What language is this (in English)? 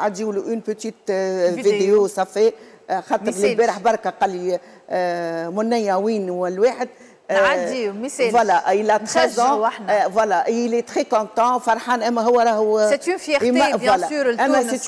Tunisian Arabic